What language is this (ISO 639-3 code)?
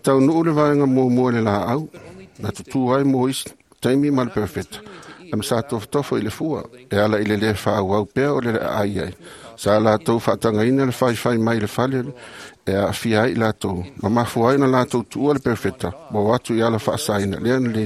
smo